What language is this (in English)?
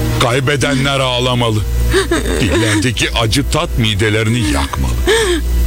Turkish